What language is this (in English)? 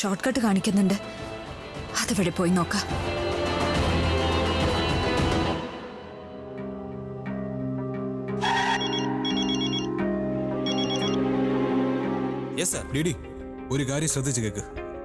Malayalam